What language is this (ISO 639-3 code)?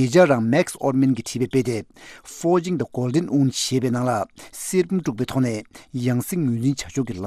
bod